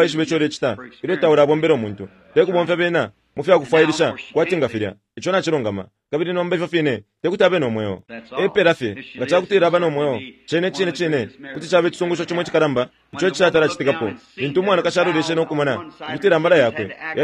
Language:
Bemba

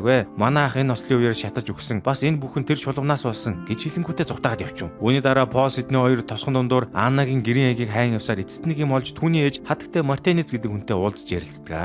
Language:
Mongolian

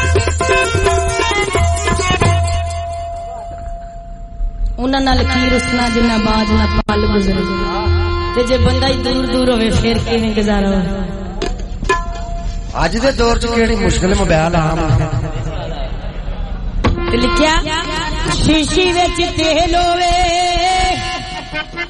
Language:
Punjabi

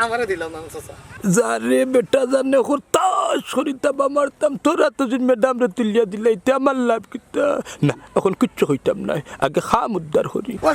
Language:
Sylheti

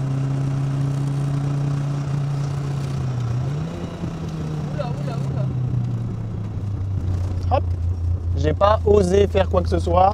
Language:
French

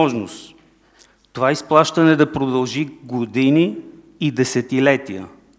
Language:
Bulgarian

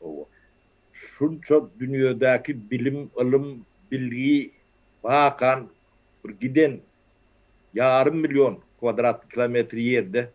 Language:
Turkmen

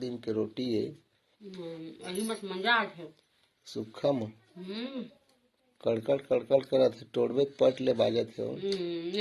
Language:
Chhattisgarhi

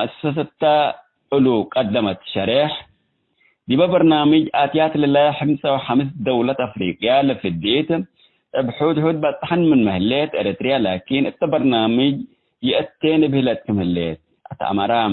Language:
Tigre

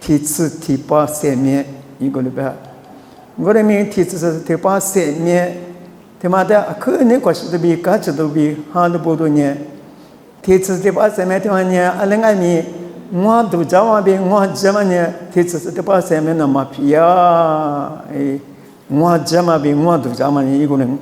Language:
Lisu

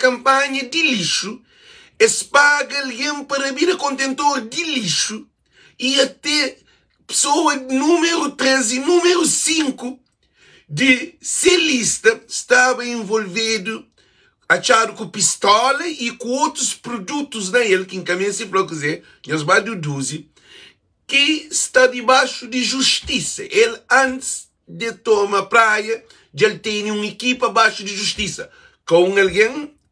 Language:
Kabuverdianu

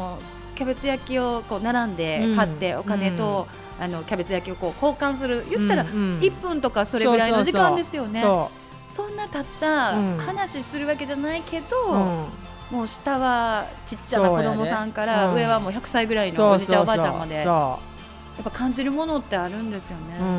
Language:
Japanese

